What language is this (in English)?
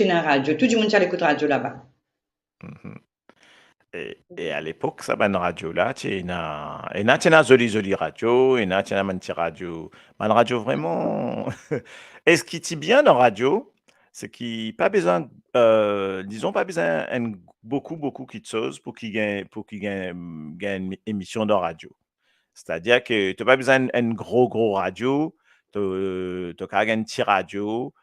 Morisyen